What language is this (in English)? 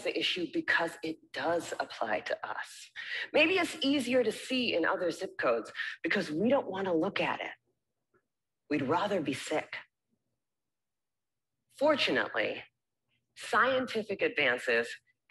English